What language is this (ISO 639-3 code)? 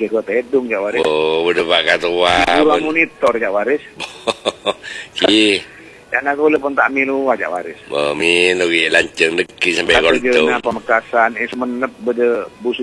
mad